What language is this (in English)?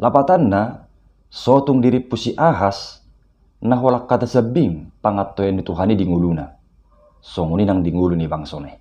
Batak Toba